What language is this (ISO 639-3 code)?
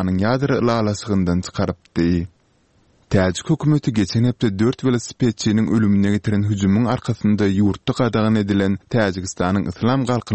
tuk